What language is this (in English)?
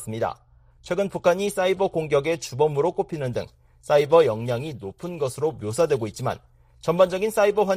Korean